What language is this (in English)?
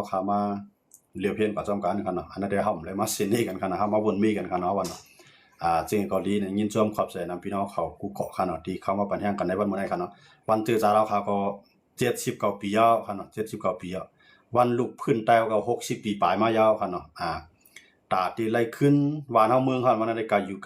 Shan